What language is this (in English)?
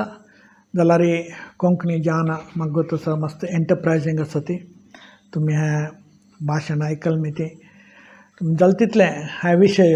Konkani